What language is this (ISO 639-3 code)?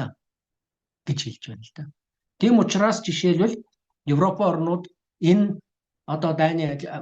mon